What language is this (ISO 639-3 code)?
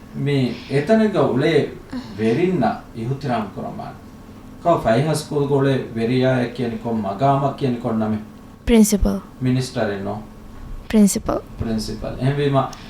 div